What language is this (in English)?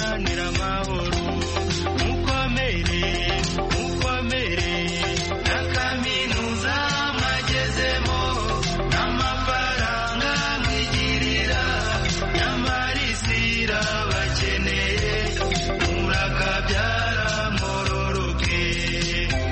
Kinyarwanda